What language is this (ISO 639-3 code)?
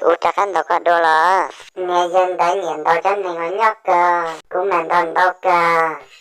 hmn